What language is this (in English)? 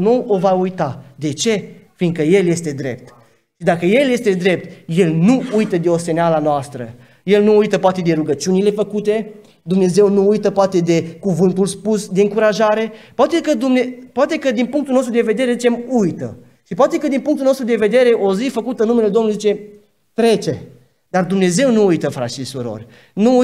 Romanian